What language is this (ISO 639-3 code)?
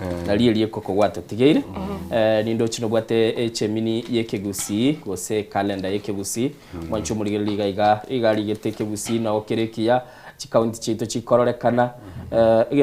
guz